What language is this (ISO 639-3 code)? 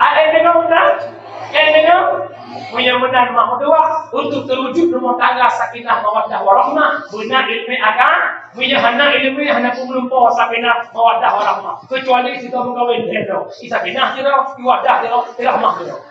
ace